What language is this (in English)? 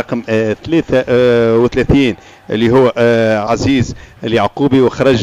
Tunisian Arabic